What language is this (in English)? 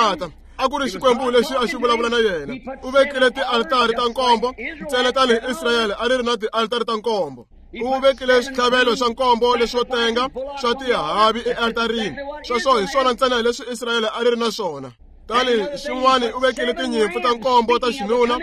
Tsonga